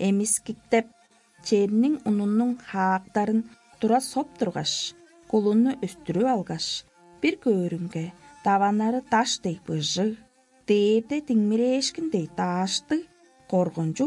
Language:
Tuvinian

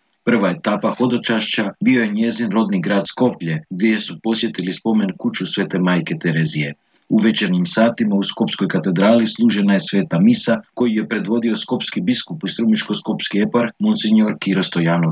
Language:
Croatian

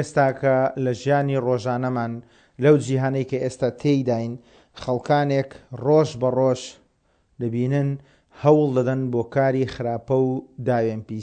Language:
Central Kurdish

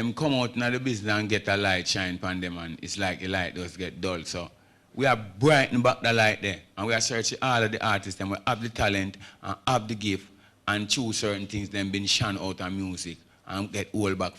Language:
Jamaican Creole English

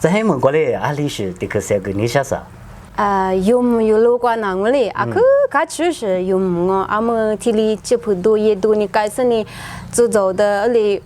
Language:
Lisu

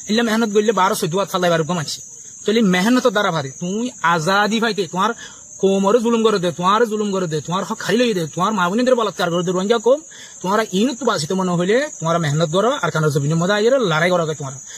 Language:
Rohingya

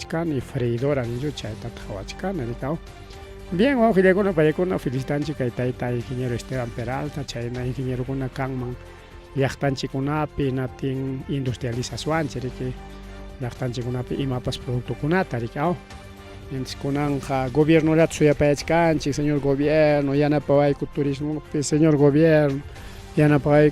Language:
Ayacucho Quechua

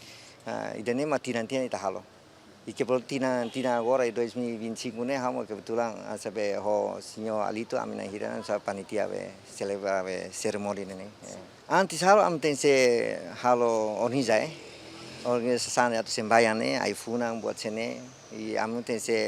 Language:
Tetum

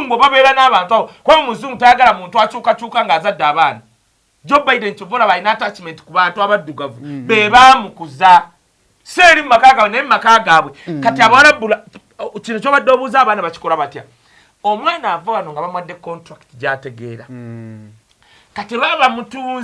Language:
Ganda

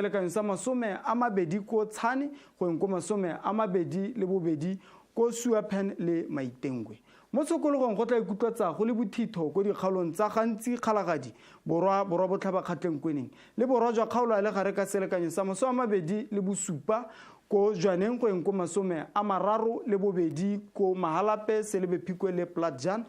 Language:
Tswana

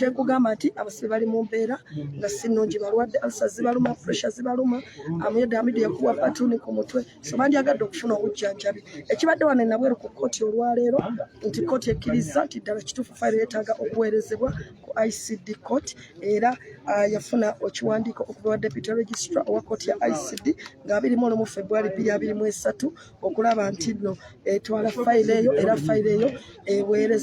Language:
Ganda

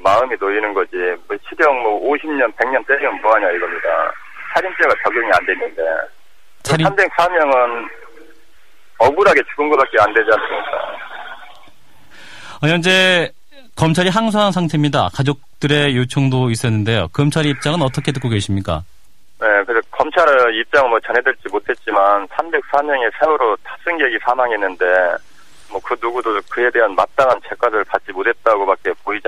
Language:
Korean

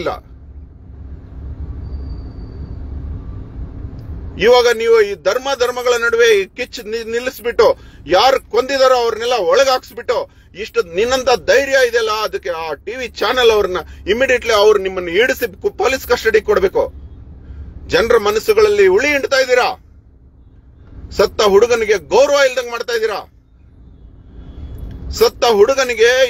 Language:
Kannada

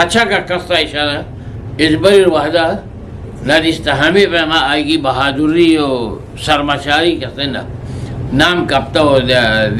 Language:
Eastern Balochi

